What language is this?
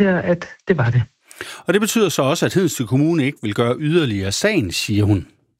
Danish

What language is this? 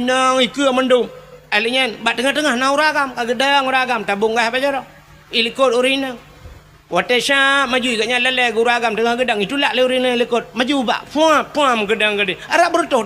Achinese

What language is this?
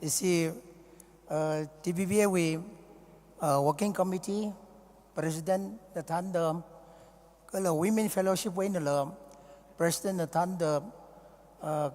Tangkhul Naga (India)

